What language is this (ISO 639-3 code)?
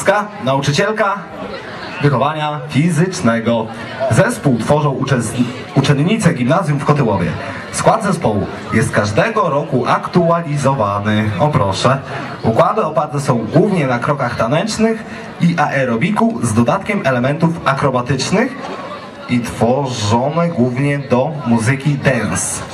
pol